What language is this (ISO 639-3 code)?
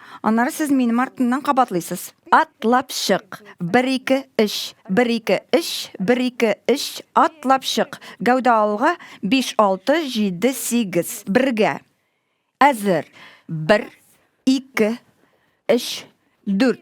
tat